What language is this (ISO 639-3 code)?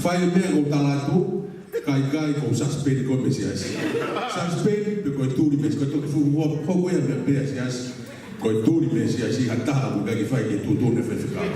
ton